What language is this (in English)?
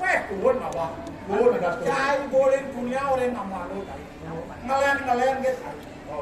Balinese